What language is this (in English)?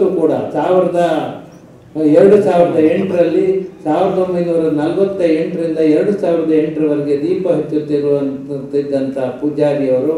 Kannada